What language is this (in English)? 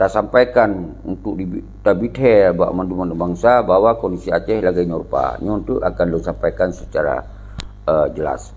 Achinese